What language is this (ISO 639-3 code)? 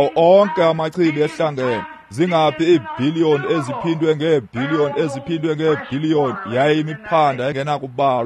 xho